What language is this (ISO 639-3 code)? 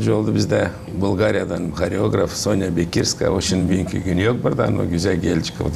gag